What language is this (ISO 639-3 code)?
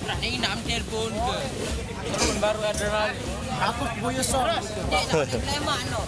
sas